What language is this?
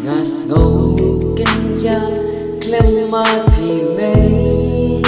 Khasi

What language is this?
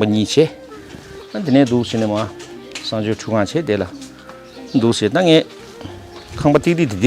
Tibetan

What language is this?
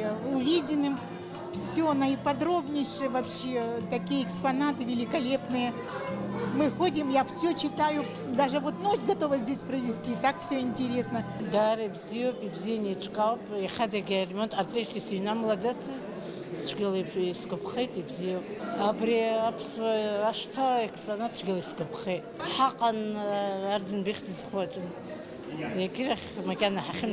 Abkhazian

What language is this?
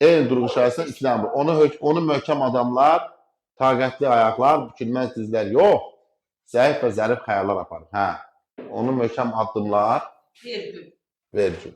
Azerbaijani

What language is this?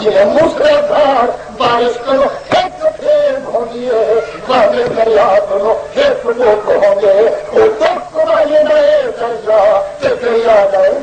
Saraiki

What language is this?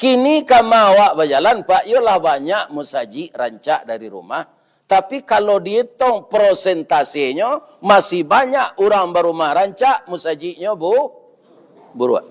Minangkabau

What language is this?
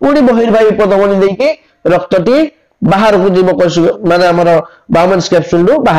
Odia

